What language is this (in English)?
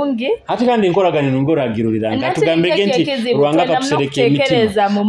Nyoro